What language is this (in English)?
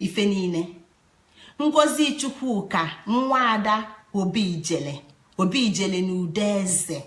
Igbo